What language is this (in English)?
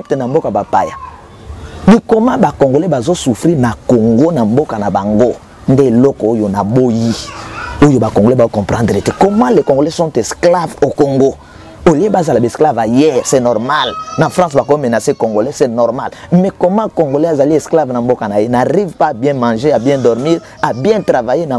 Lingala